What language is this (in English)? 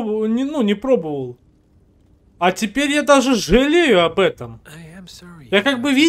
Russian